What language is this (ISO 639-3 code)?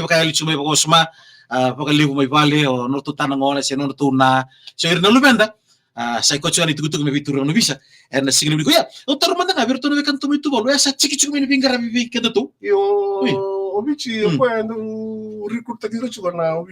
fij